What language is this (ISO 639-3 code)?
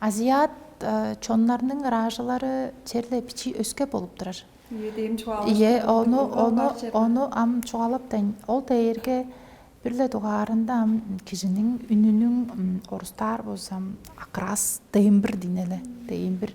tyv